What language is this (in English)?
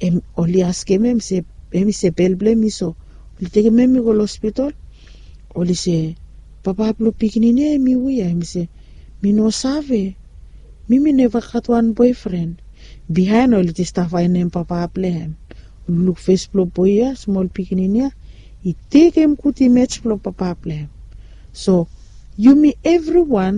Bislama